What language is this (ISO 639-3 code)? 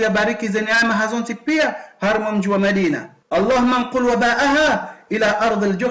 zdj